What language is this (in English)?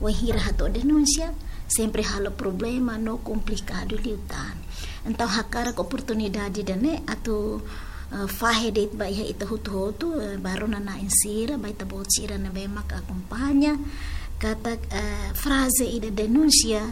Tetum